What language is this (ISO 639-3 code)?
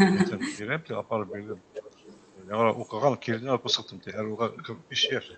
bak